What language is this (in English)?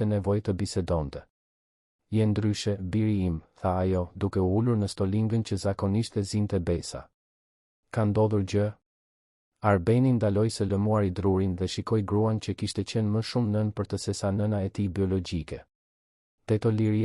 Albanian